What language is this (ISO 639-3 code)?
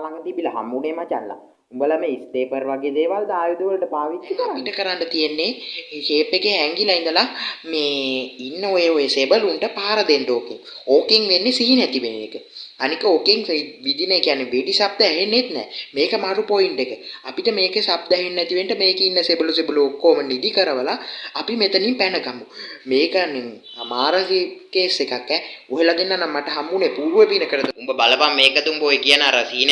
sin